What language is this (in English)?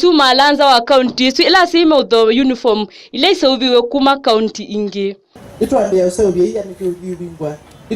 Kamba